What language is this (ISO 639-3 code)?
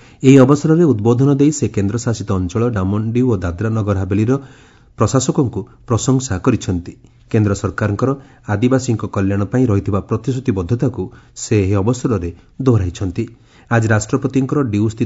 ori